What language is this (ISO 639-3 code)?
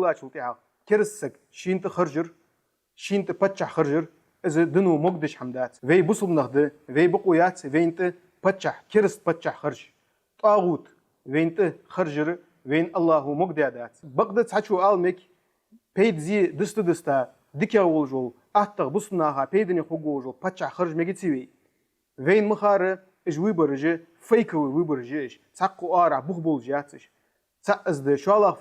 inh